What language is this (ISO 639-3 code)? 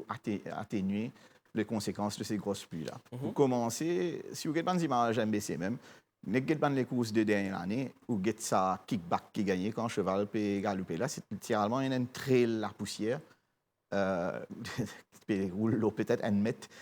mfe